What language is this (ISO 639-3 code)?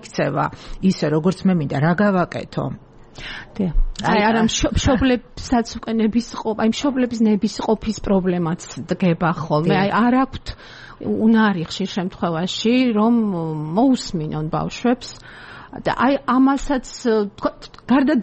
kat